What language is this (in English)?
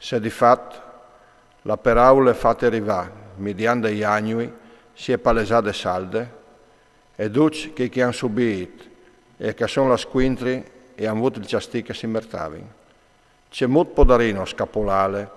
Friulian